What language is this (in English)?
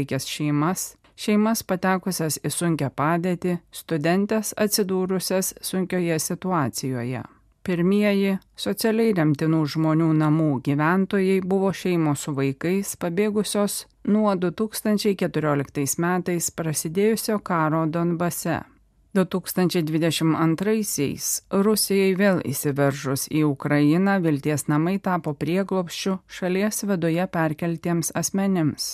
Lithuanian